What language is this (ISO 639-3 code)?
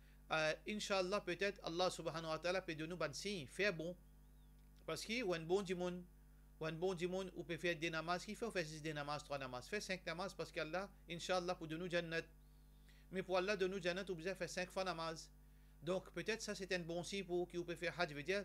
mfe